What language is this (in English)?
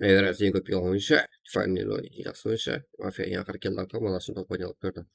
Kara-Kalpak